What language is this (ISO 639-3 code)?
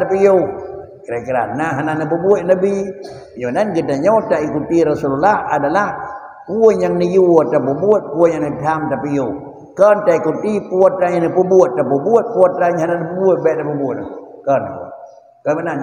ace